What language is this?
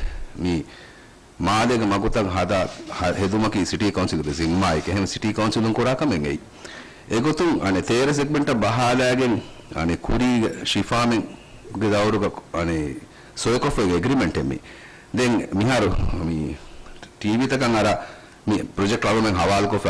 Divehi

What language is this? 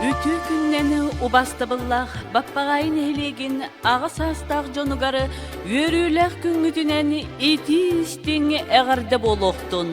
Yakut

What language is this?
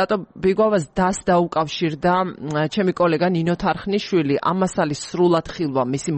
Georgian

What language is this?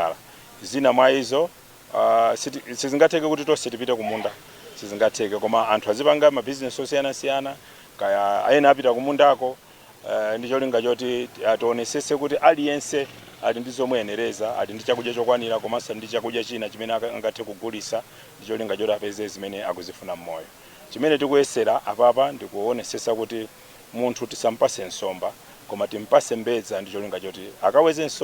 Nyanja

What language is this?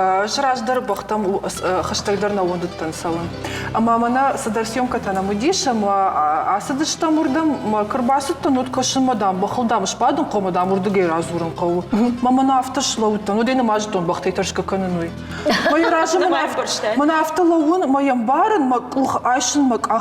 Ossetic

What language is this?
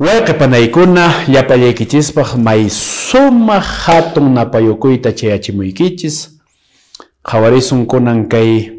Quechua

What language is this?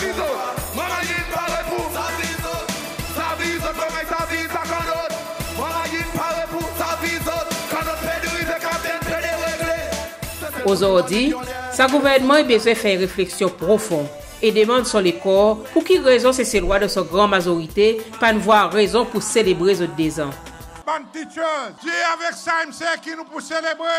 Seselwa Creole French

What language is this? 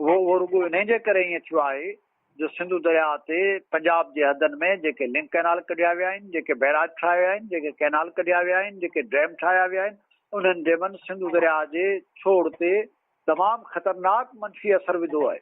Sindhi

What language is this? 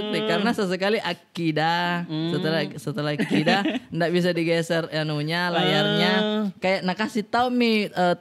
Makassar Malay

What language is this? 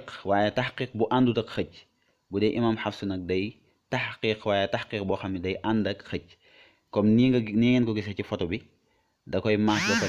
Wolof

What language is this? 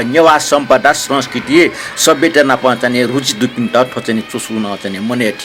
Newari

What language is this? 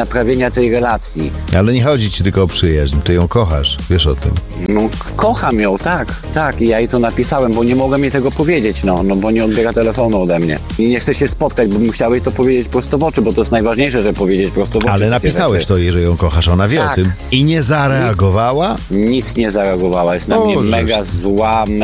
Polish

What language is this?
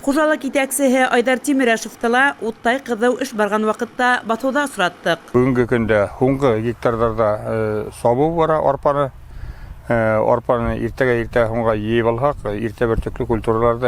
Bashkir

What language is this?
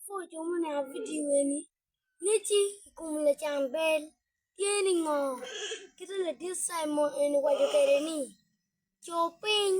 Acoli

